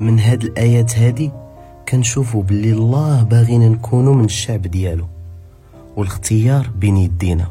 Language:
Moroccan Arabic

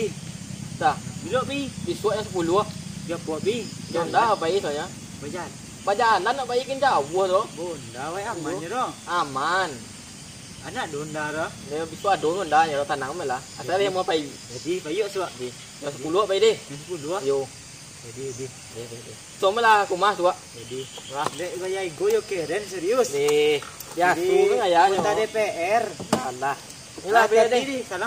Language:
Minangkabau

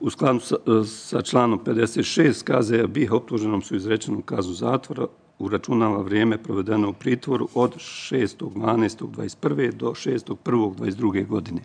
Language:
Bosnian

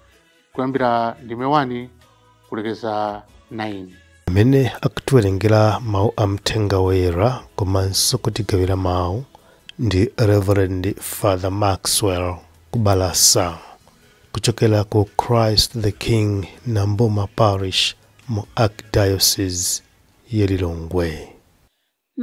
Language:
Nyanja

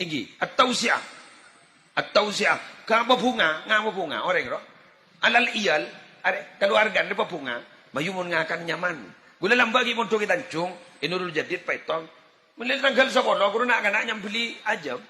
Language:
Madurese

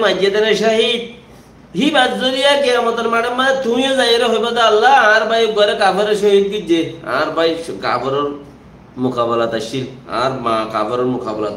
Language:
Rohingya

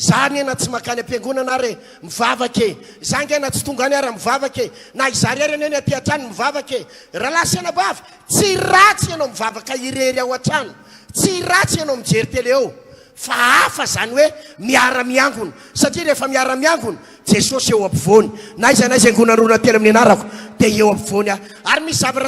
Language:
Malagasy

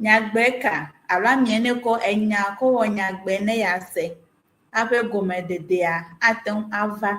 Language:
Ewe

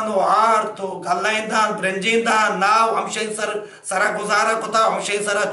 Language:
Baluchi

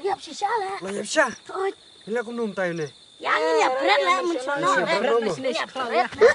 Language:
Khasi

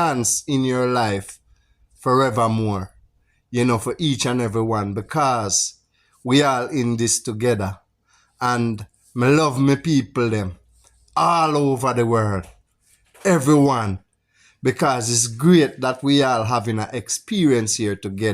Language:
Jamaican Creole English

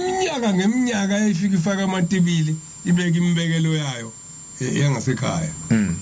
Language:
Zulu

